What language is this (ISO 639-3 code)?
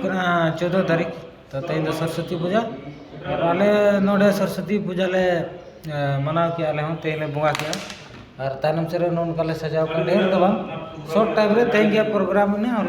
sat